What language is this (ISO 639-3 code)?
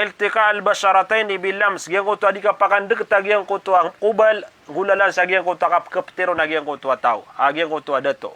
mrw